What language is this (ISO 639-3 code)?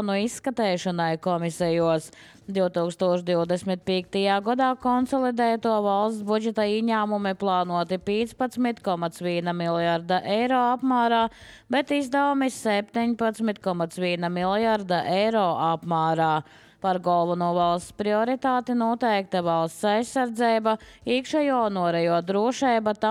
lav